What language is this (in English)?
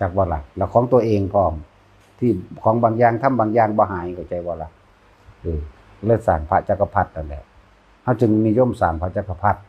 Northeastern Thai